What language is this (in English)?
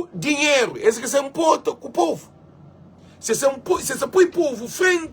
Kabuverdianu